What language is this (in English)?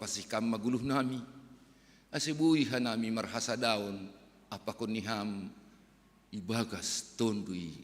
Batak Simalungun